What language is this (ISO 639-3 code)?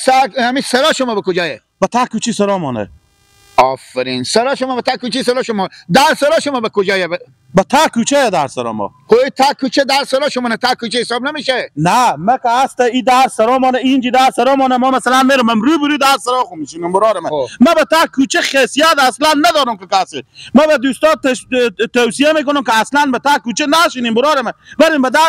fas